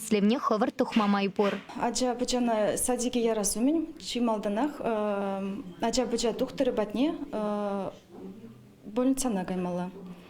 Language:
Chuvash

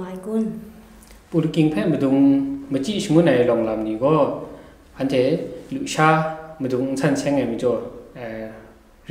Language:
Kachin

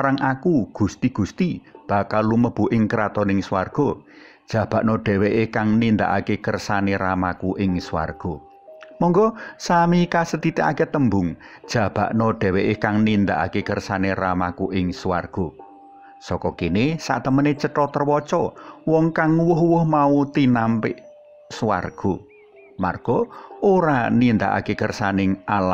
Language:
Javanese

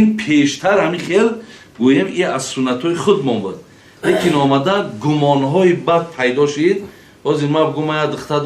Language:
Tajik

